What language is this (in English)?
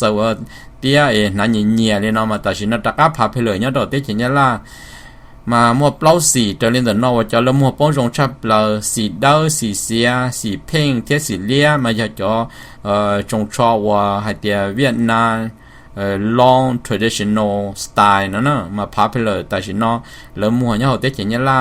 Hmong